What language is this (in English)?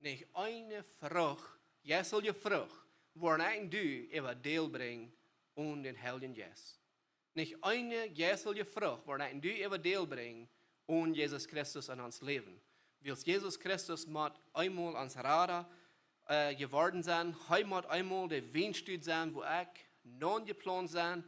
Plautdietsch